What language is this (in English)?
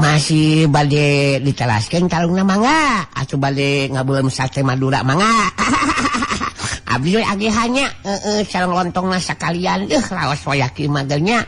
Sundanese